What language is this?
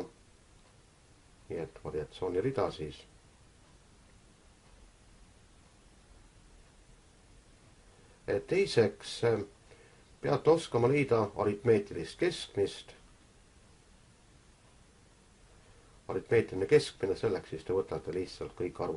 Estonian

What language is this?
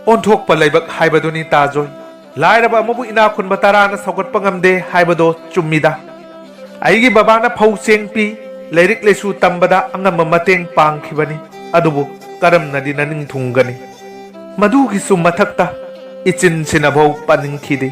Manipuri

